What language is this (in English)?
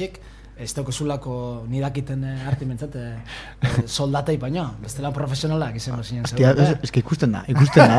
Basque